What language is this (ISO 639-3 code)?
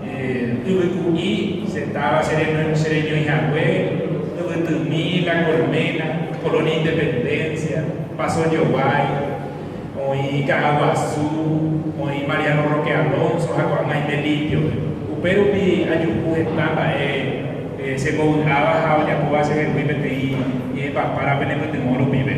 grn